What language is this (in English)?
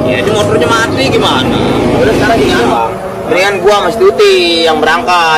Betawi